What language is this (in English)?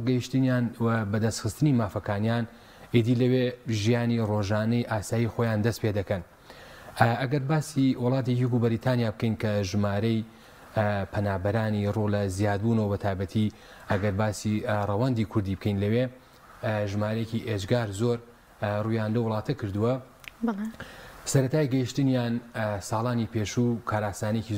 Central Kurdish